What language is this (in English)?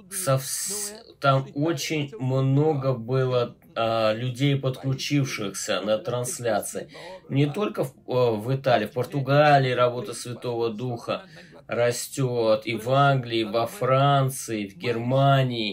Russian